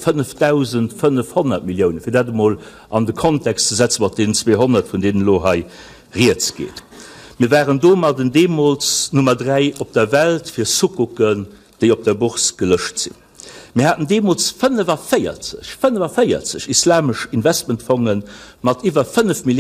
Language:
Luxembourgish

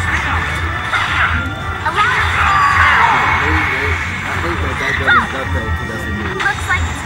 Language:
English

